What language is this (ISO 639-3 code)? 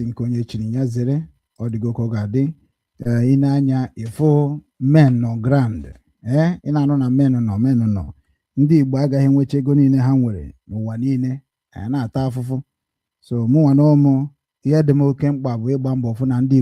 ibo